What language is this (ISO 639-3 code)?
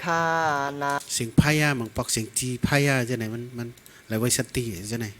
shn